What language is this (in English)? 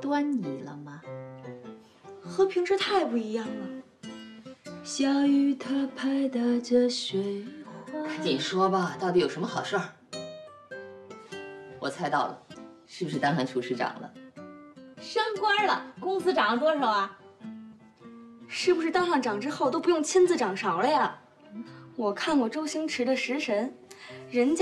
Chinese